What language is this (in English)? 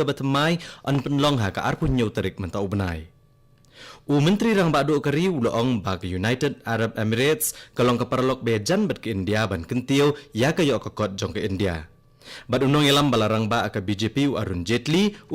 Khasi